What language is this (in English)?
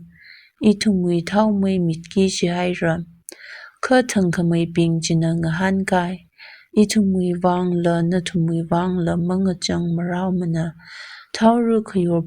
Tangkhul Naga (India)